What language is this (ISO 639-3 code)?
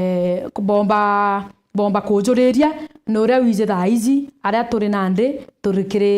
mer